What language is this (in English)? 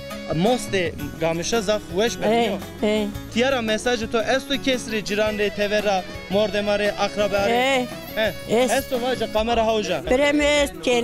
Zaza